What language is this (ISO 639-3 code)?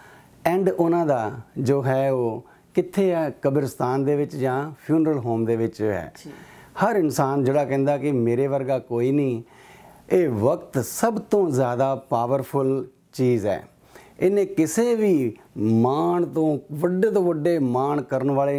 pan